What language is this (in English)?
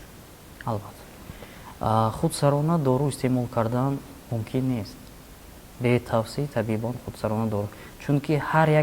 Tajik